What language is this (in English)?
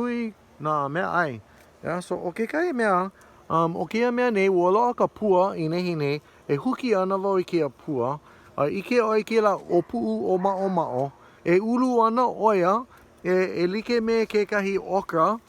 Hawaiian